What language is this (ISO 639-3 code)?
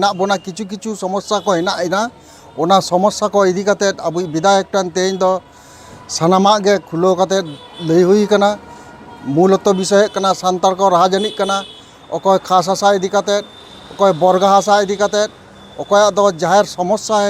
sat